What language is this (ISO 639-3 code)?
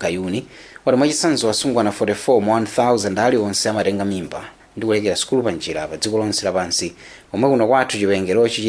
nya